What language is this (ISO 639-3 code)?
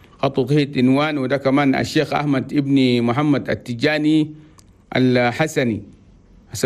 shu